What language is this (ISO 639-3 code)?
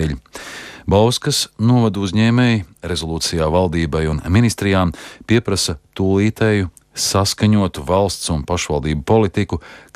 lav